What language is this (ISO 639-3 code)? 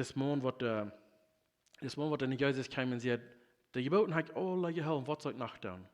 pdt